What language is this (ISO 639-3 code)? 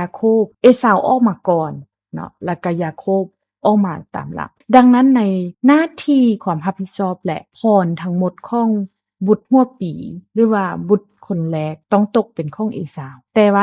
lao